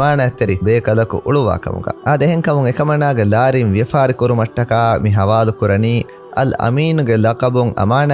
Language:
Divehi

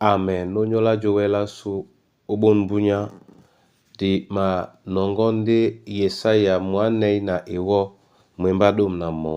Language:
Duala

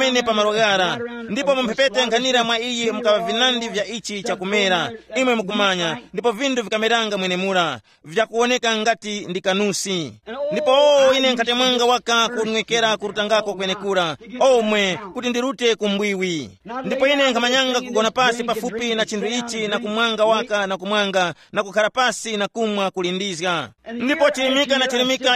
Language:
Tumbuka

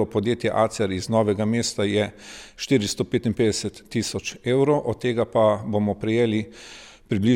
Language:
Slovenian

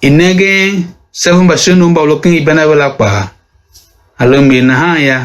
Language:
Tiv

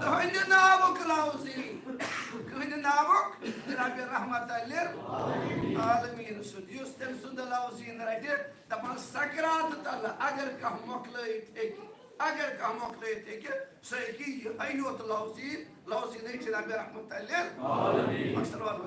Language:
Kashmiri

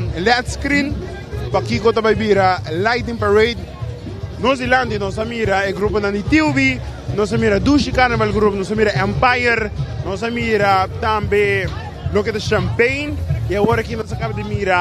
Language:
Papiamento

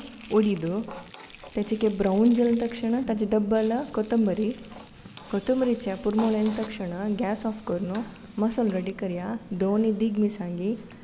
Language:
Konkani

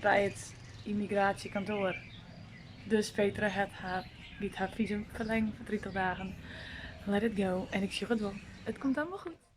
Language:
Western Frisian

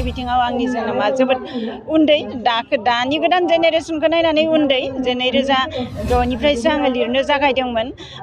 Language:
Bodo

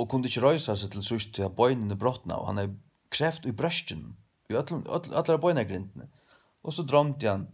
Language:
Faroese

